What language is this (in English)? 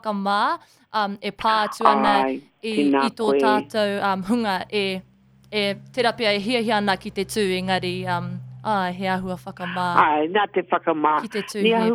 Māori